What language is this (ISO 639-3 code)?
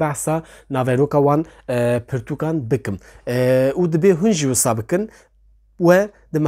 kur